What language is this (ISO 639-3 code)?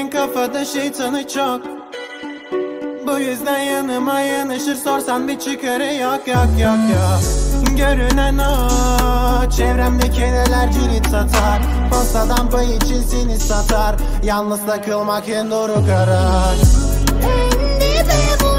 tur